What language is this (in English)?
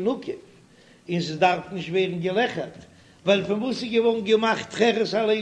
Yiddish